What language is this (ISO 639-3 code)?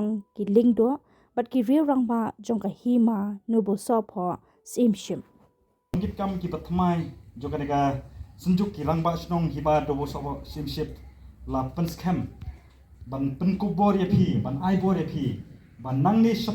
kha